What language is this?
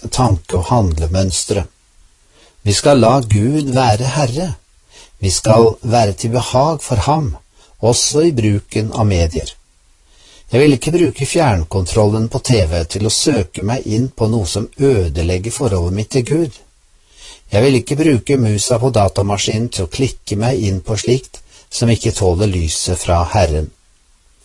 Norwegian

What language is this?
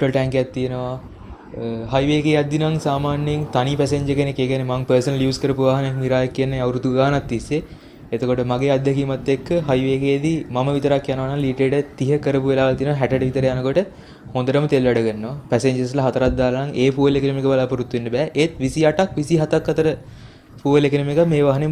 Sinhala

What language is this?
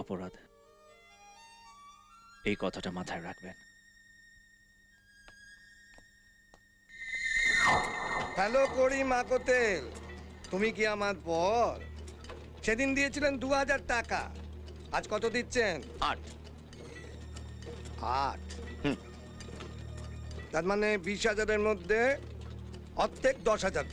Bangla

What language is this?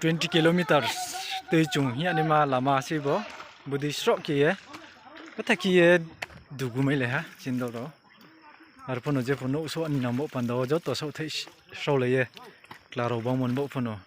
Riang (India)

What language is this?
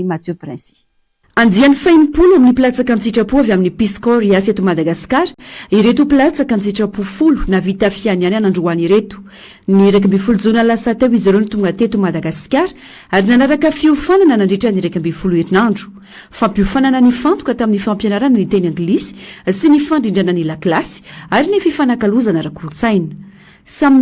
Malagasy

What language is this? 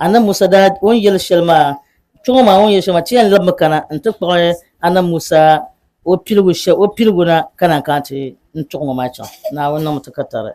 Dagbani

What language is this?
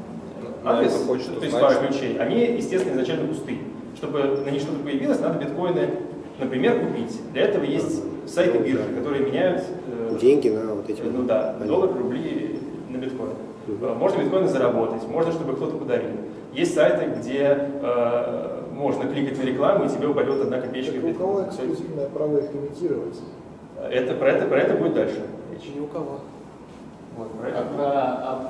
Russian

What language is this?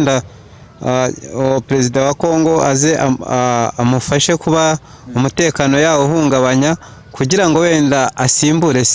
Kinyarwanda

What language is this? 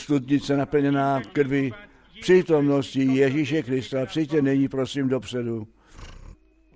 Czech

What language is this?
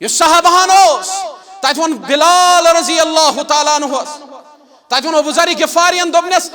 Kashmiri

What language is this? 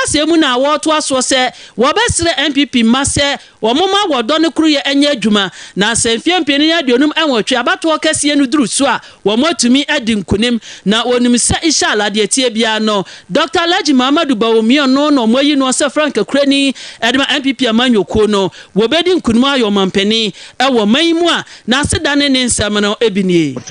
Akan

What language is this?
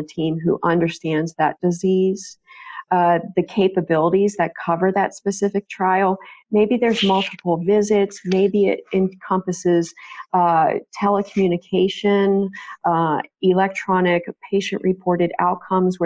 English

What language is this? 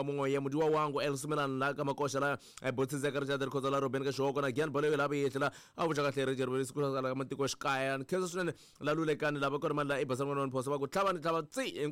Tsonga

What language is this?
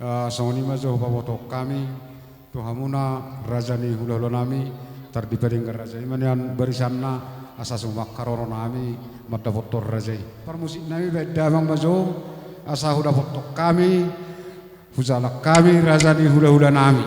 Batak Toba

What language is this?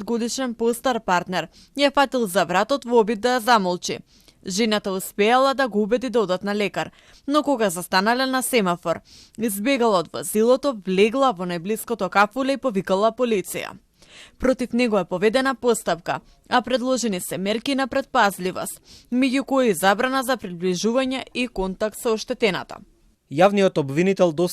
Macedonian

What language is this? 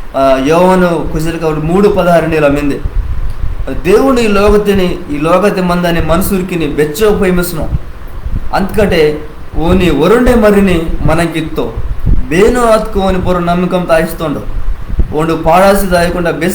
Koya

